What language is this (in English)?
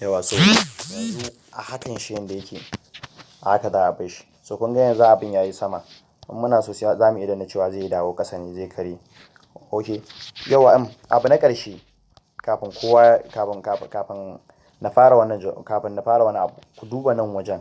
Hausa